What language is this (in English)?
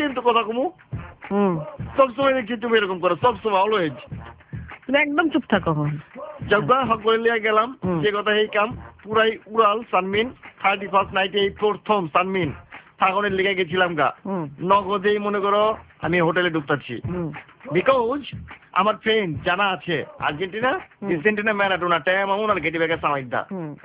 Bangla